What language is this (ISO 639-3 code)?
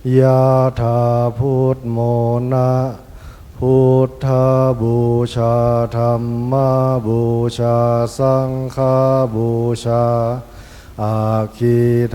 pli